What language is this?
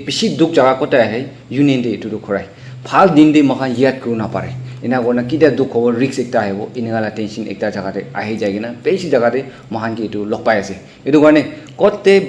Naga Pidgin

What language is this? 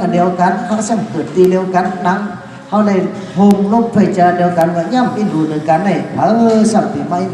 Shan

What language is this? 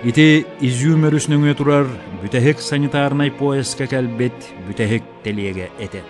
Yakut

